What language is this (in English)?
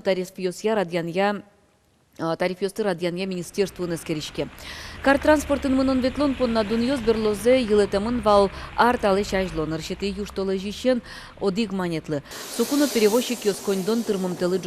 Udmurt